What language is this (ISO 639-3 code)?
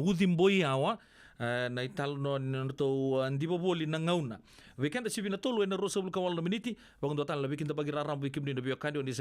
fij